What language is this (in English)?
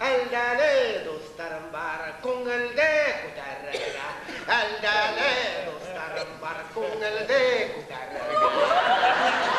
Bashkir